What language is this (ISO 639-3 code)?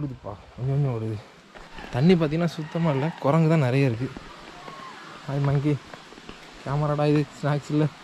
tam